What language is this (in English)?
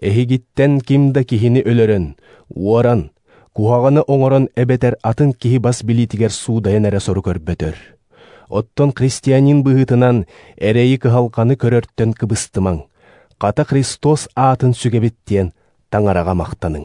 Yakut